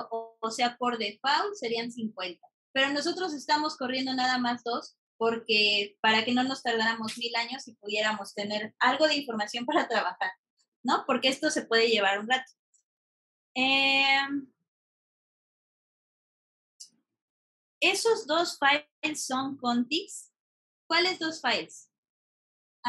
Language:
Spanish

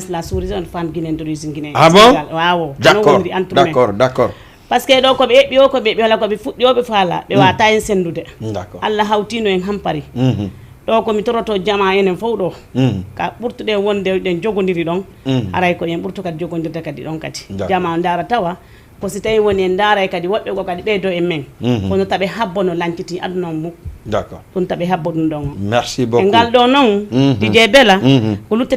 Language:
Fula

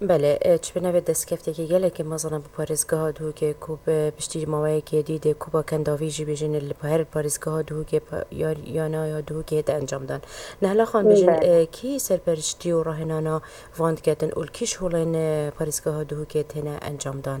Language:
Kurdish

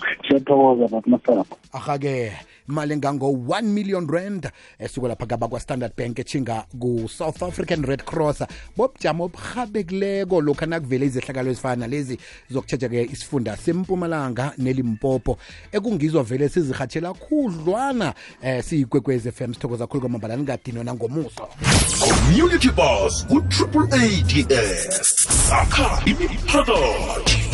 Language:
South Ndebele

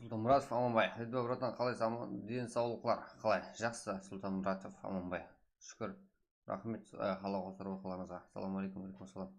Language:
Kara-Kalpak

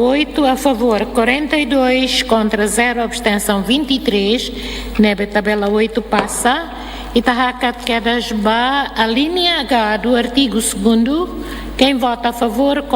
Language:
Tetum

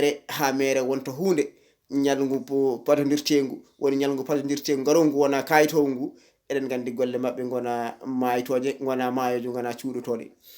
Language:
Fula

